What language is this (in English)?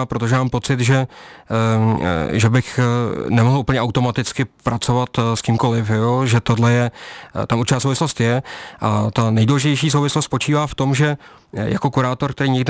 Czech